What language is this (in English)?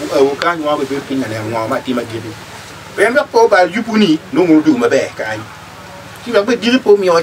Acoli